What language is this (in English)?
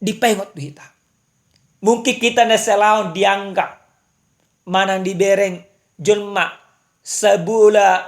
Batak Toba